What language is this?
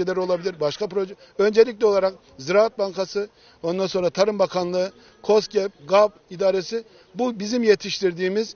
Turkish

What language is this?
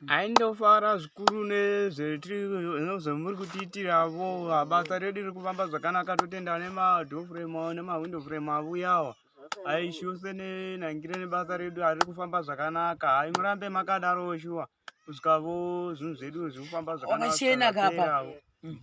Shona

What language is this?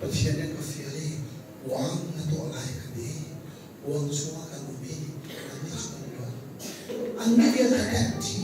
Hakha Chin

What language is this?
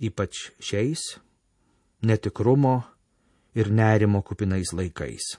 Lithuanian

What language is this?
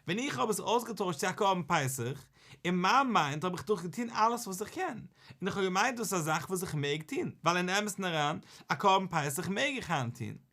Yiddish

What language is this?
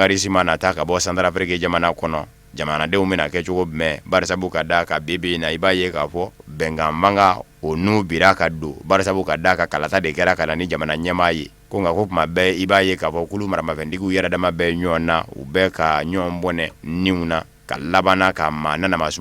Bambara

